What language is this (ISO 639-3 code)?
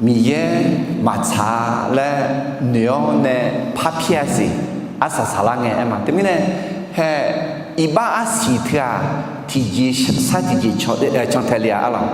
ahk